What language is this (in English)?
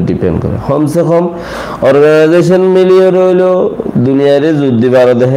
Rohingya